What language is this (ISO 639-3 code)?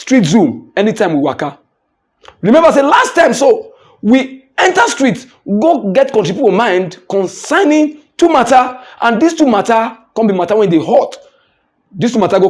pcm